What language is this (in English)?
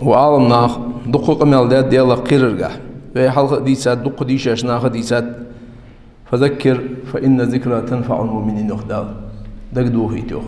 Ingush